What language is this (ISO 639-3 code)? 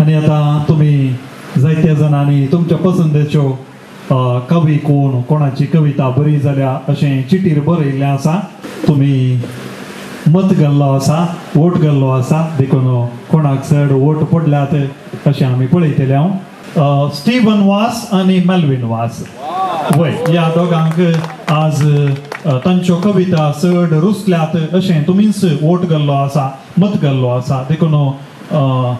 kok